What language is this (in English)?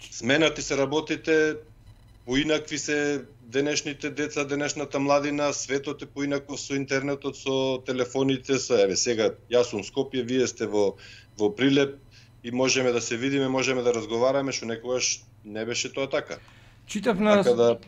Macedonian